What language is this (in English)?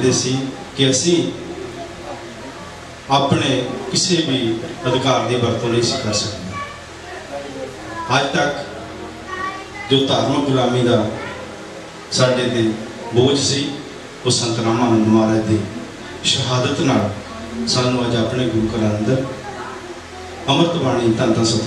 Punjabi